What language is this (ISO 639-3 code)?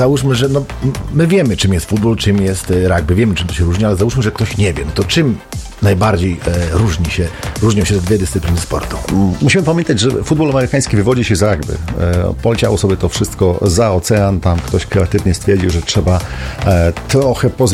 pol